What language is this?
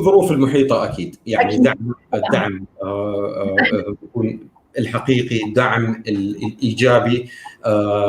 North Levantine Arabic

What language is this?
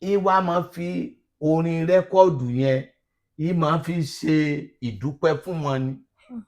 Yoruba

